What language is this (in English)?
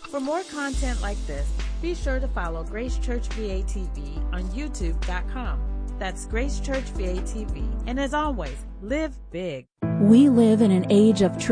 English